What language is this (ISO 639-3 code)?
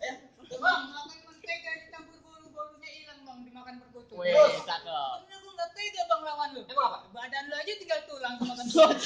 bew